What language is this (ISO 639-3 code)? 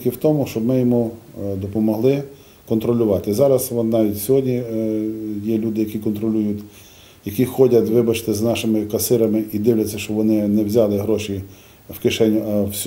ukr